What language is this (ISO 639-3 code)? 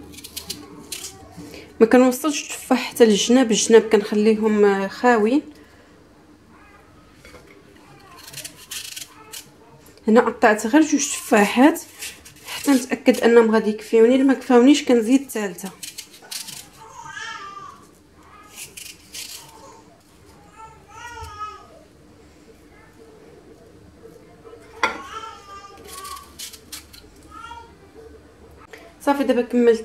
ary